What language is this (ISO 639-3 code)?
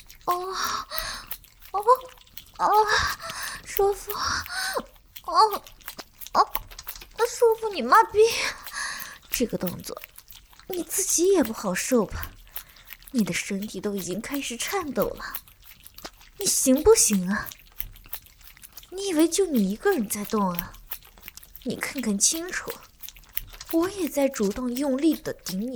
zho